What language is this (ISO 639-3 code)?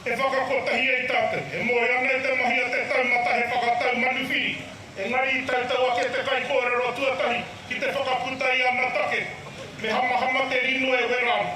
mri